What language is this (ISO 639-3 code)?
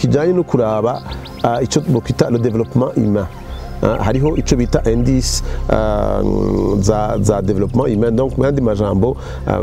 run